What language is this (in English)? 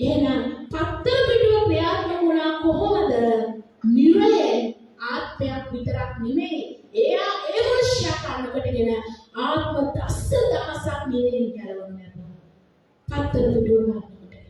Sinhala